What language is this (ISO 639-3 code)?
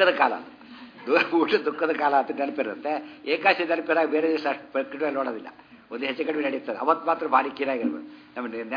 kan